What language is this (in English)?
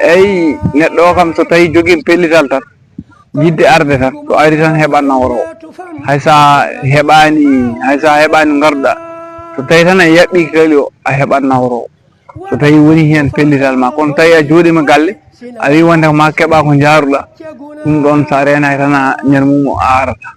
Fula